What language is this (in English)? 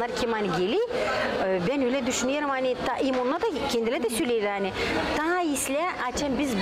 Gagauz